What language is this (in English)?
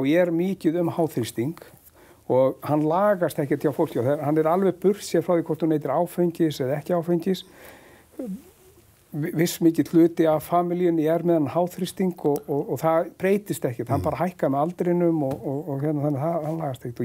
Icelandic